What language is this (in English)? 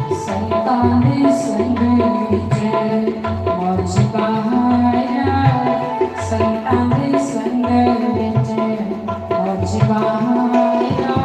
Dogri